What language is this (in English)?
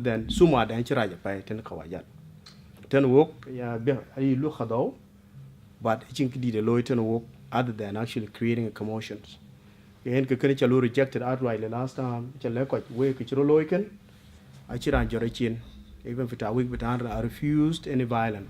Dinka